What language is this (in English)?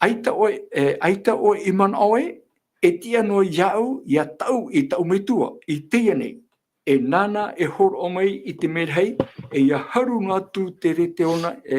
Tahitian